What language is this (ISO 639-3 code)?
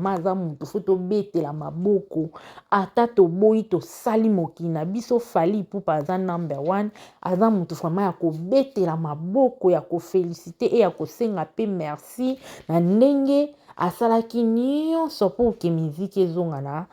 lin